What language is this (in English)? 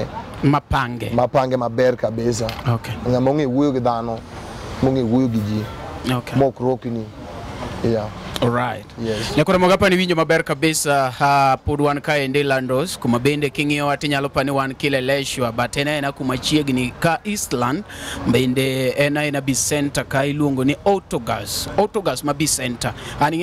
Luo (Kenya and Tanzania)